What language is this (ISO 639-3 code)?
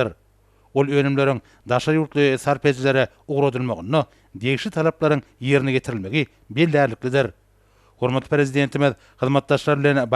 tuk